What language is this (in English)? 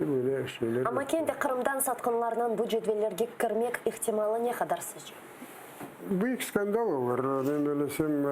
Crimean Tatar